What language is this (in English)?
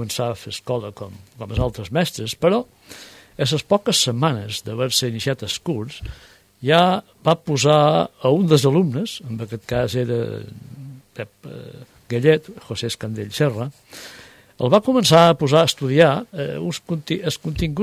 Catalan